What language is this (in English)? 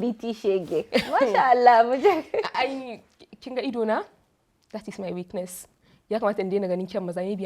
Hausa